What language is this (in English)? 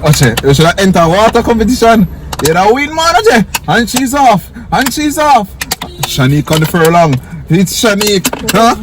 Jamaican Creole English